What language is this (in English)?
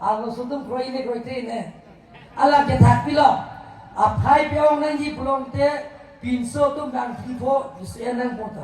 Karbi